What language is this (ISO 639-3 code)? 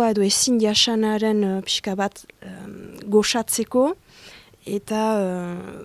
eus